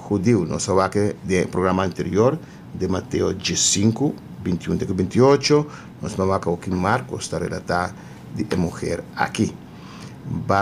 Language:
Papiamento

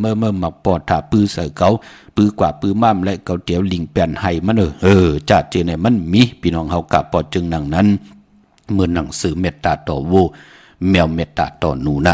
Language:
Shan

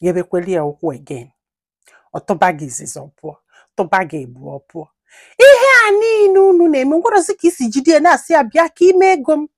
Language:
Igbo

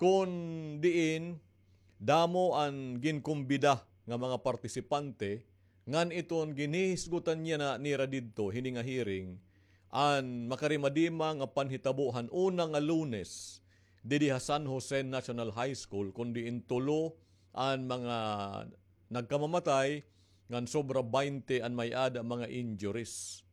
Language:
Waray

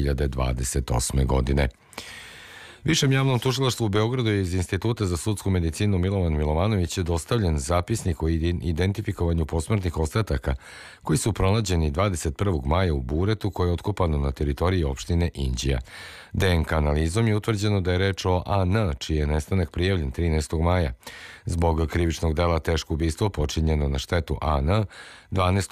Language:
Serbian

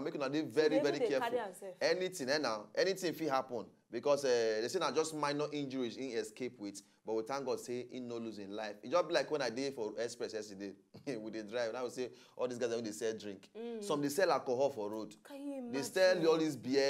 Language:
Nigerian Pidgin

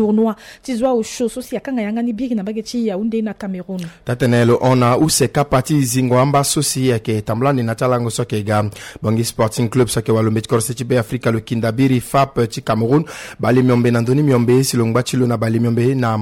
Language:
Sango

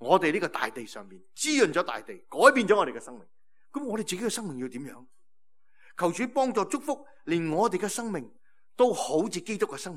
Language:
Cantonese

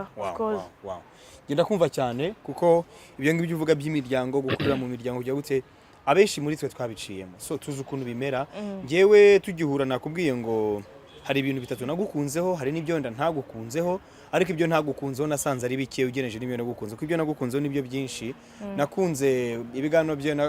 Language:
Kinyarwanda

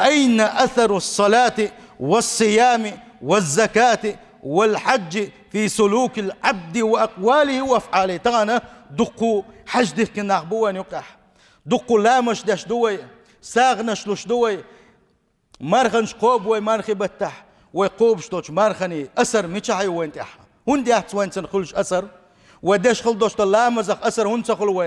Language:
Chechen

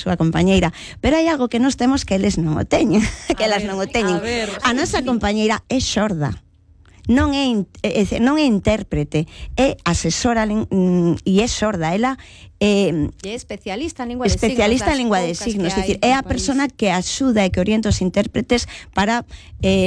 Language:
Galician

